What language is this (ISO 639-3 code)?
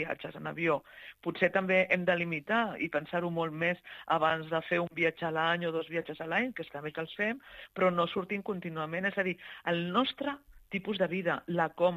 cat